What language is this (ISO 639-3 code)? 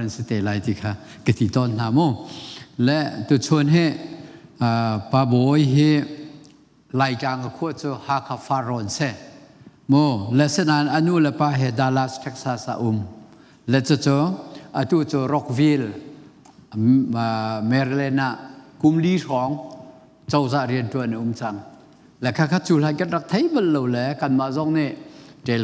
cnh